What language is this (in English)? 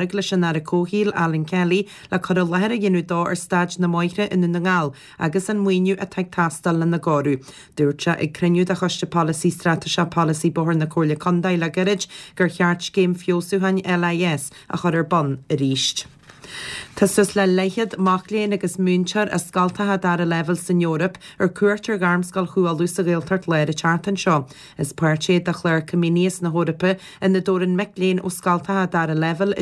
Irish